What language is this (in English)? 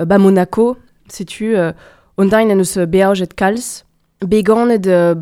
Breton